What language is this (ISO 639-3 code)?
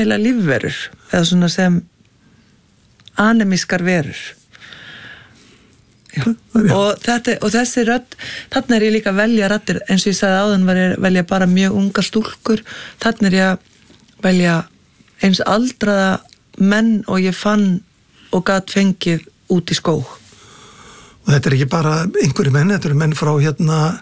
isl